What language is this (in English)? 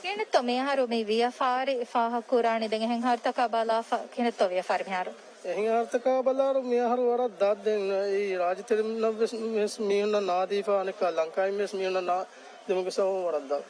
Divehi